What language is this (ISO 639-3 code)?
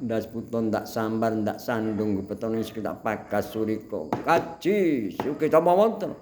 jav